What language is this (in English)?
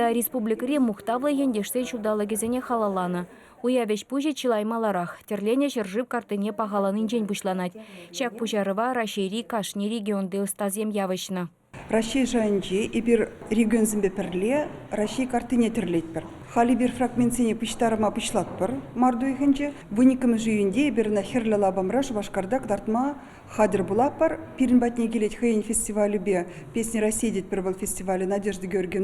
Chuvash